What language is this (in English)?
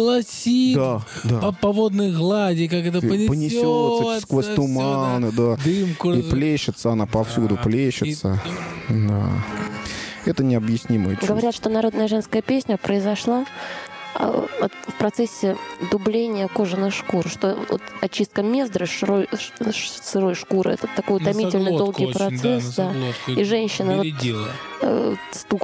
Russian